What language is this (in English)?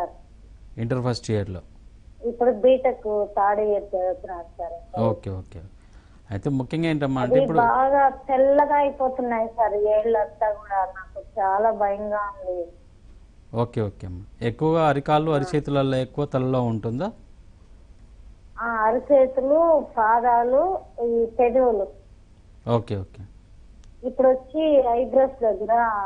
Telugu